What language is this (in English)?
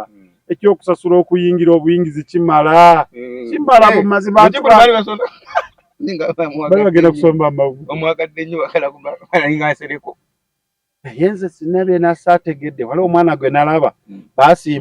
Ganda